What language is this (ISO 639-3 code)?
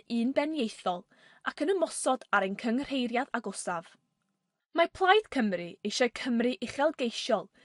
cym